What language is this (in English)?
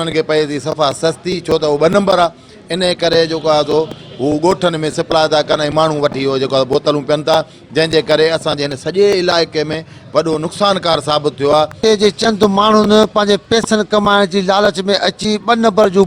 Sindhi